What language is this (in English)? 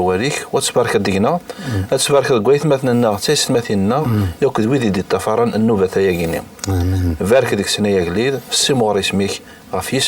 Kabyle